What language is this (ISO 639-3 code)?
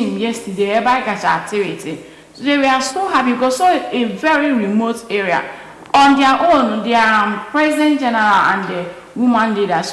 ibo